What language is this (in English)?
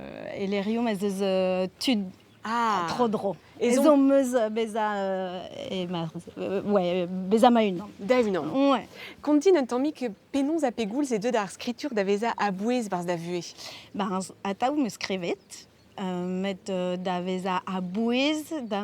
Breton